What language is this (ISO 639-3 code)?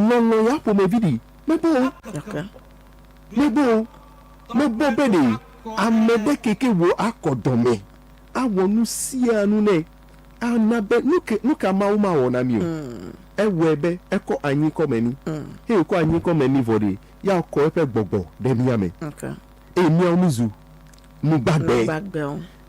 ewe